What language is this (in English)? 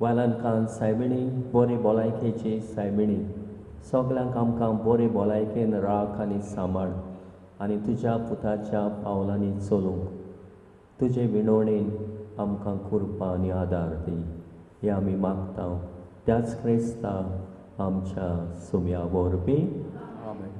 Konkani